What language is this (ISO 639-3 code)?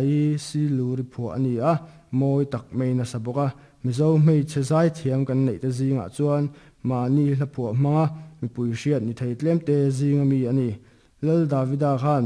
lus